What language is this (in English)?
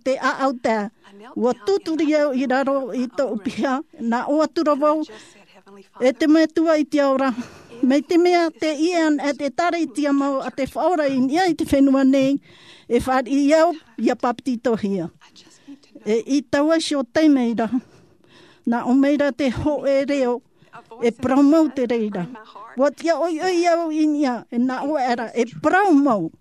Tahitian